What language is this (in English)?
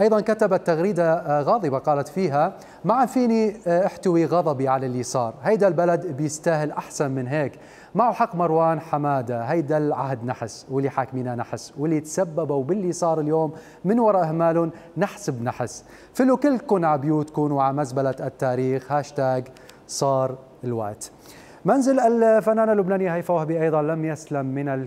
Mesopotamian Arabic